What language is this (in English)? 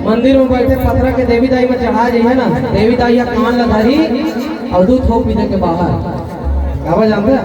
Chhattisgarhi